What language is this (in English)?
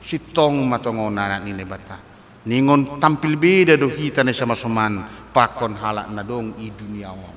Batak Simalungun